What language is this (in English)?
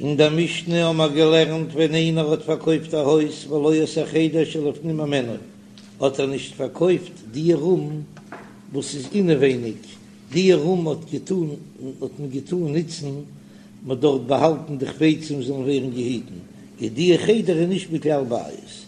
Yiddish